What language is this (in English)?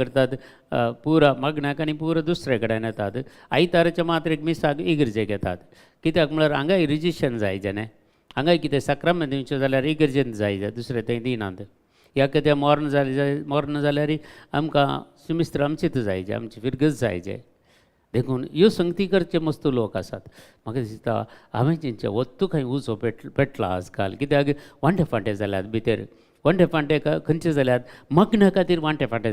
Konkani